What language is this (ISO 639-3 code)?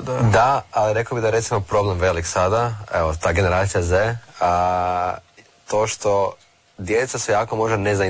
hrv